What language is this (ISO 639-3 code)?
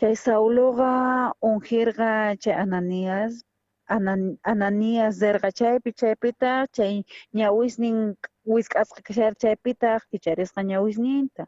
quh